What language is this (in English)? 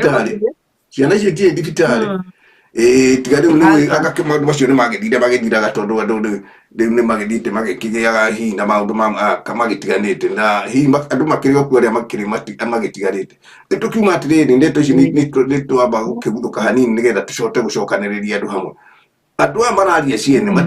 Kikuyu